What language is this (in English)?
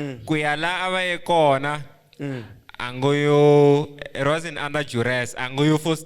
Tsonga